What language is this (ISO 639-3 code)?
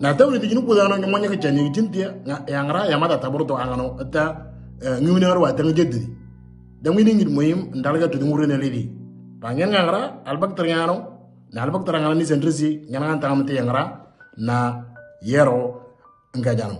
mor